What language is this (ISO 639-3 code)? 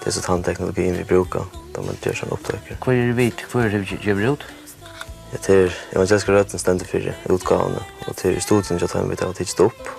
fao